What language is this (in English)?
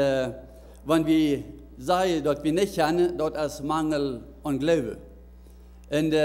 Plautdietsch